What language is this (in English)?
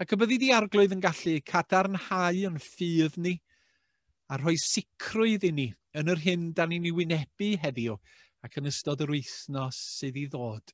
Welsh